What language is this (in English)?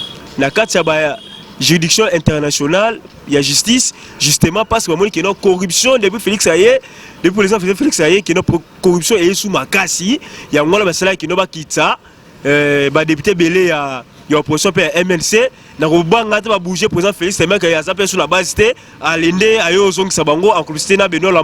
Lingala